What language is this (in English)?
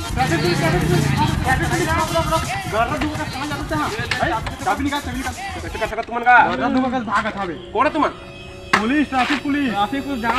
Chhattisgarhi